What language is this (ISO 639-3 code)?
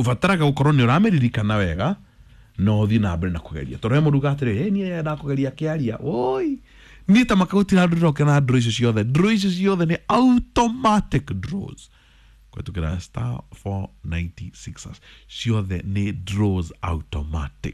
kik